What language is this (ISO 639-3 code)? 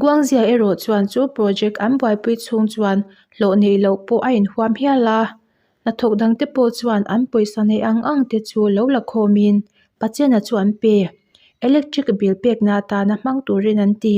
lus